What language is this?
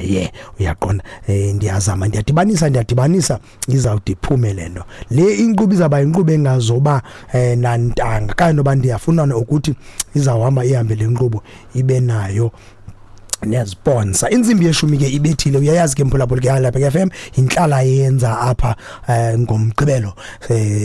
Xhosa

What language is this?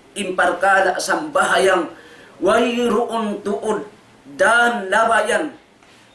Tausug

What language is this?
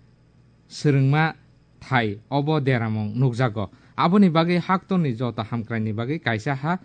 Kok Borok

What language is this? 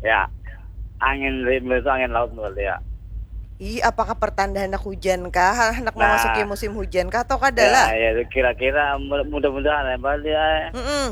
Banjar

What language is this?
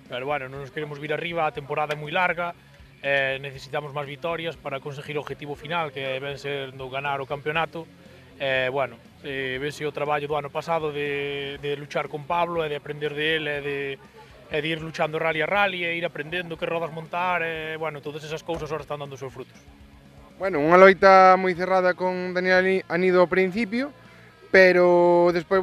Galician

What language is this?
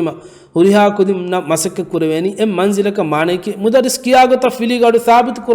Divehi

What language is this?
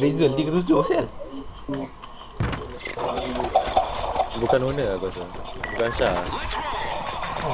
Malay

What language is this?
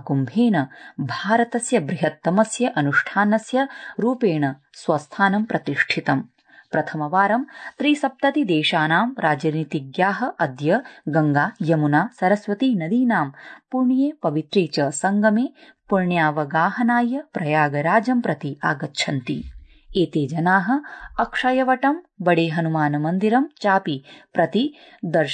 Sanskrit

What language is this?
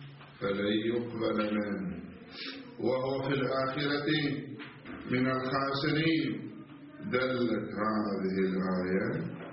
Arabic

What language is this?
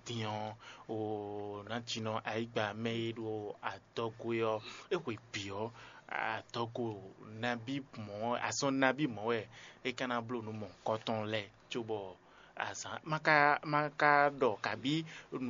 Fon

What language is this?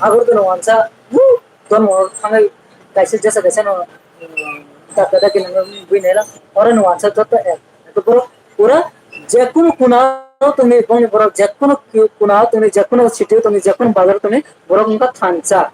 Kok Borok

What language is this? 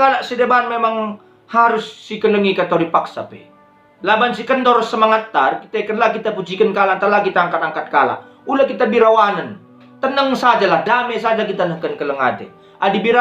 Batak Karo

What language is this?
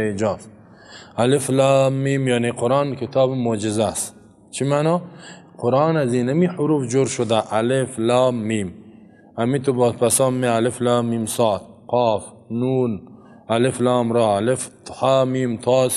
Persian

